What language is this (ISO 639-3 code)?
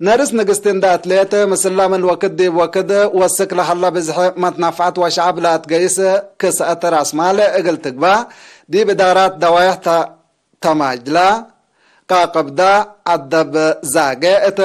tig